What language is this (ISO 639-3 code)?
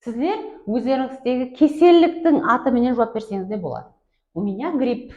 kaa